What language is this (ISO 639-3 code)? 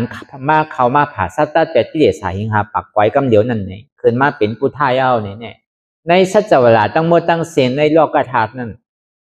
shn